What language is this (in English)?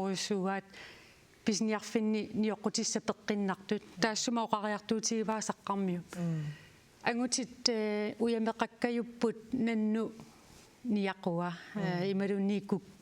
Kalaallisut